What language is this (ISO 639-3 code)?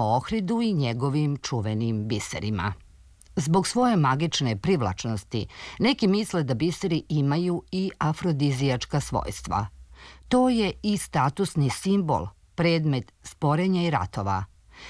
srp